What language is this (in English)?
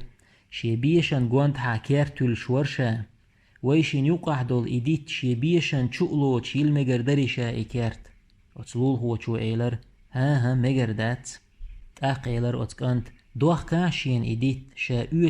Chechen